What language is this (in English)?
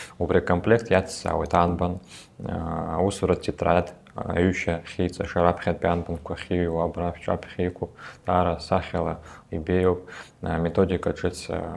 Abkhazian